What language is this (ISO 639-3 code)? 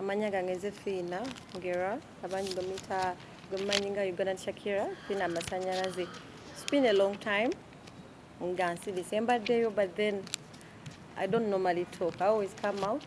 lug